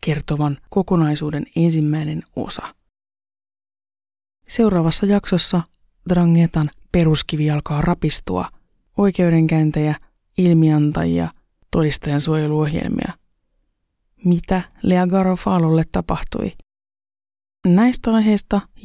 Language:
Finnish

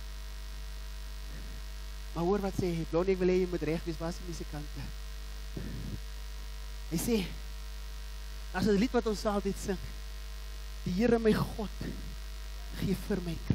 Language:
Afrikaans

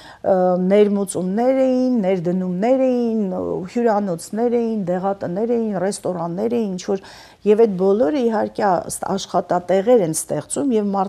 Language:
Armenian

